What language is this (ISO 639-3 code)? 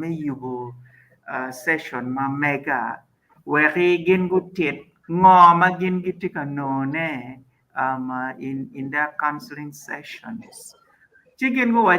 ach